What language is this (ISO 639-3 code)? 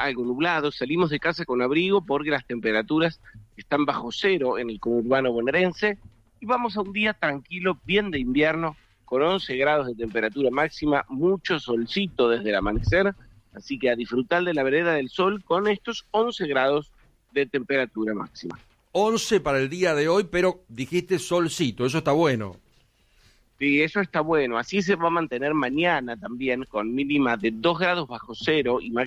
spa